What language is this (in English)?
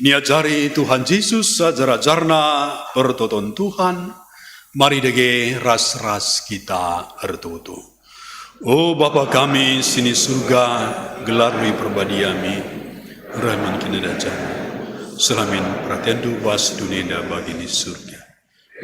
Batak Karo